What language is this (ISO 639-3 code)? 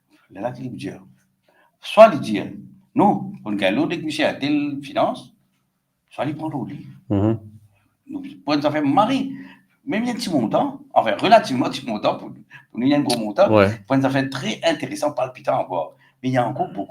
mfe